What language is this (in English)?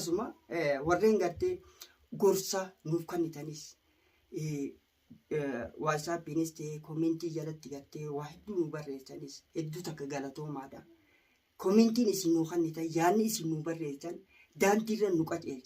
Oromo